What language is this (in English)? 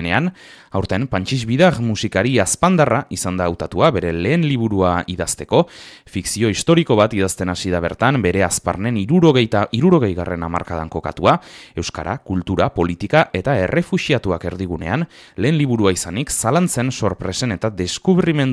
Basque